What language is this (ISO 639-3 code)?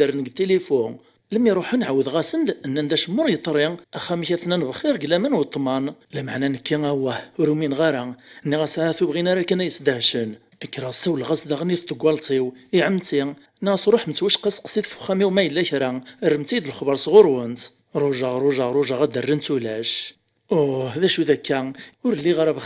kab